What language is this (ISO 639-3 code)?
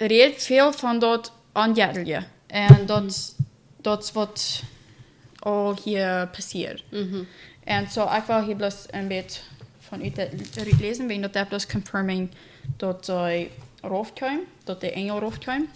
pdt